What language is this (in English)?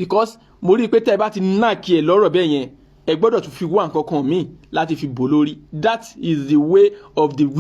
Yoruba